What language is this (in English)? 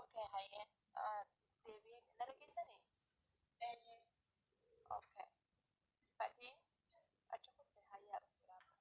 Oromo